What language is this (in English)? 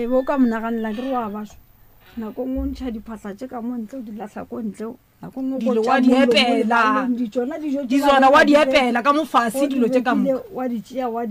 Northern Sotho